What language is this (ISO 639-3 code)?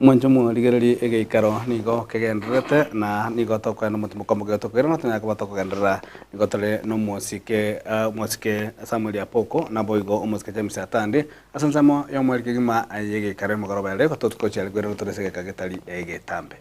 guz